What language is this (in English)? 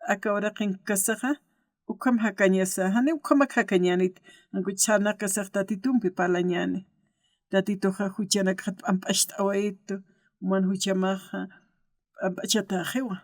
Aymara